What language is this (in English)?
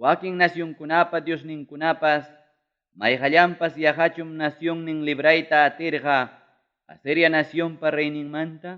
Ayacucho Quechua